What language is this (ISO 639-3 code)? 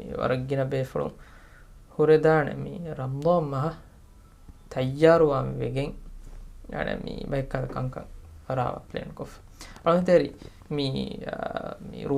div